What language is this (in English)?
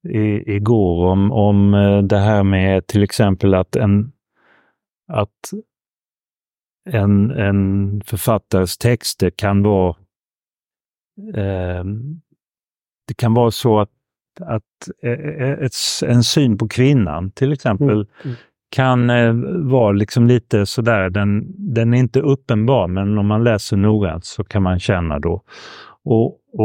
Swedish